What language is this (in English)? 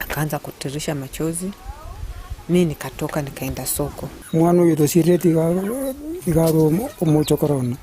Gusii